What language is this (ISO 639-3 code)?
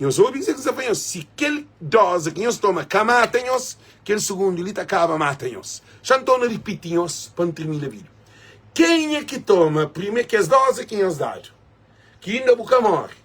kea